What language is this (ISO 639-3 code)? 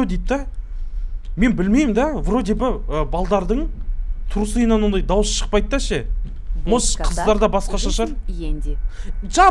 kaz